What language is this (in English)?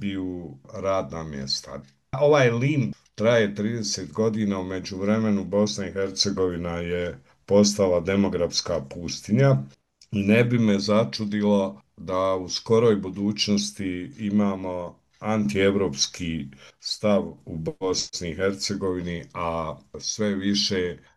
Bosnian